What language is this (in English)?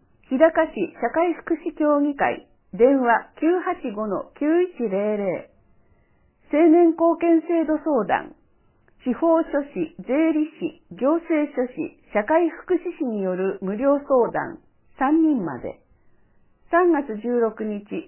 Japanese